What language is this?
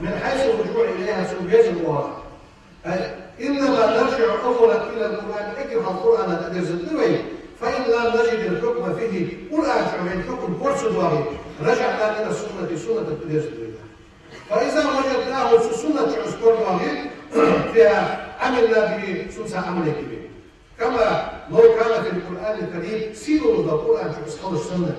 Ingush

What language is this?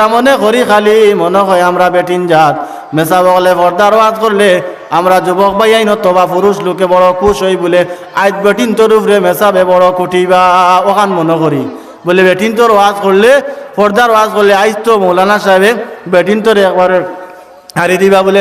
Sylheti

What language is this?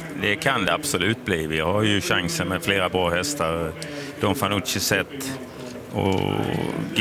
Swedish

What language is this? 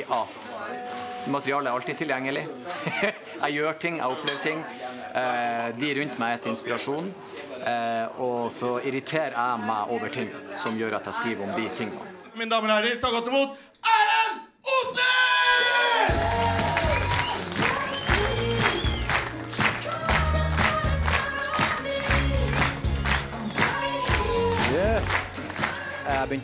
Norwegian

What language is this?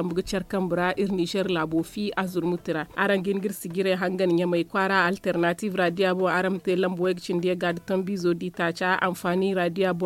Zarma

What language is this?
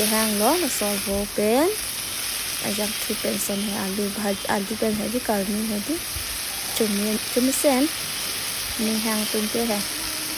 Karbi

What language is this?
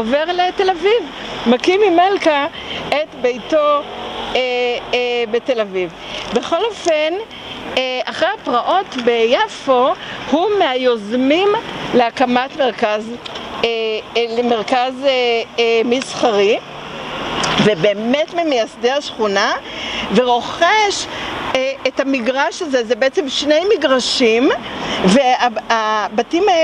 Hebrew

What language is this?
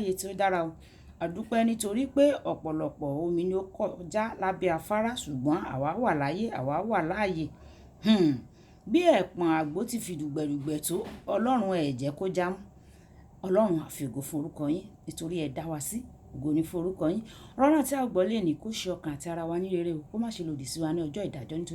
Yoruba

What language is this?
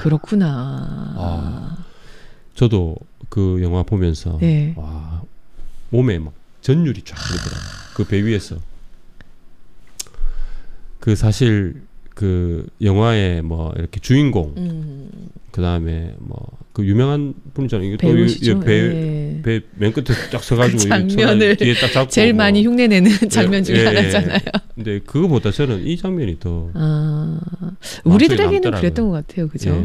Korean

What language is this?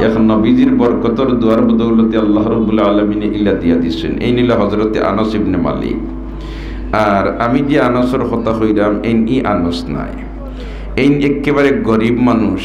Sylheti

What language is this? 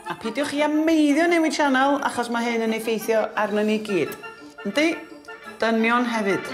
Welsh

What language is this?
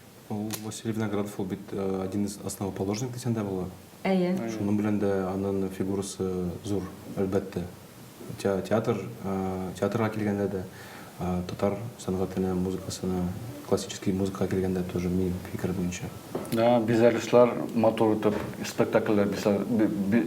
Tatar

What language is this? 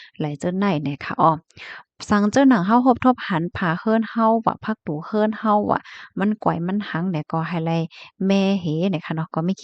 Shan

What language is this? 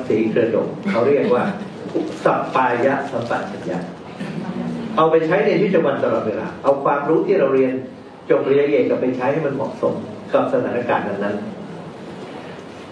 Thai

